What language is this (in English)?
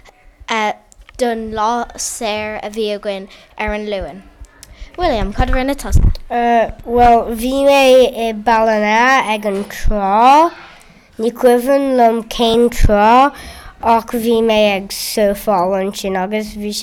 Irish